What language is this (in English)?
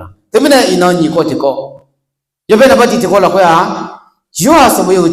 Akha